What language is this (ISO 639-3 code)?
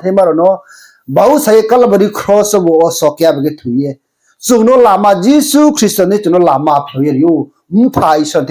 ria